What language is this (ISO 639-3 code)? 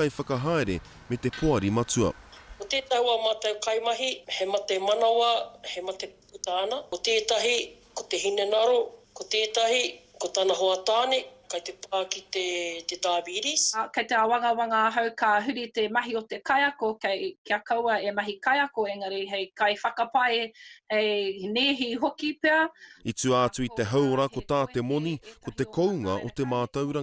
mri